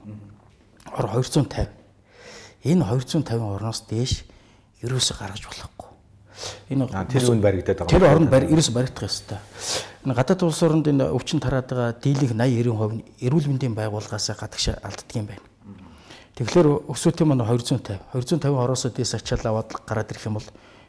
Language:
Mongolian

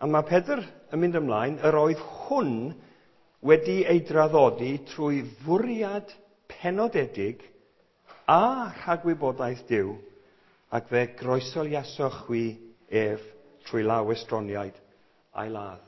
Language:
Welsh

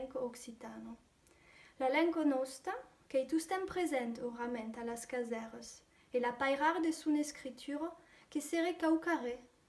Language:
Occitan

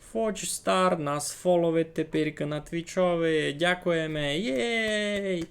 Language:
Rusyn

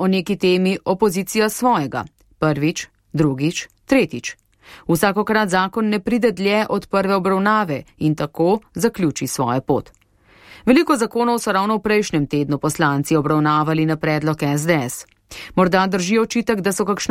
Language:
Slovenian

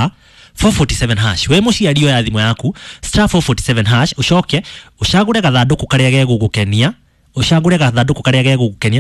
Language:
Kikuyu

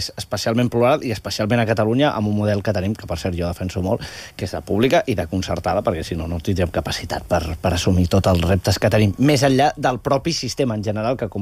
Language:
Catalan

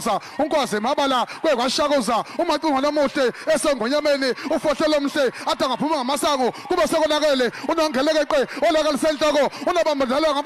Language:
Zulu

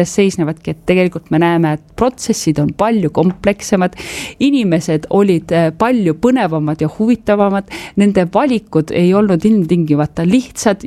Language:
Estonian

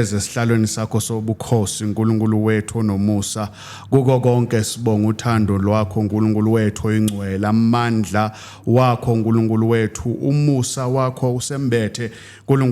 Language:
Zulu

